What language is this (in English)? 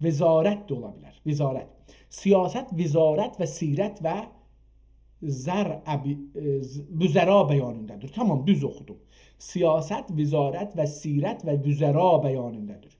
South Azerbaijani